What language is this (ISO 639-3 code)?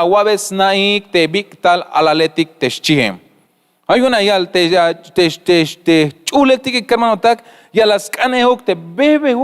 tzh